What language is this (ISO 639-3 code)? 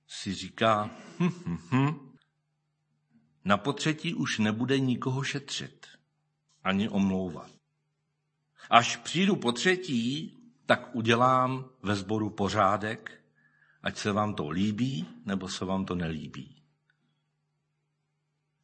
ces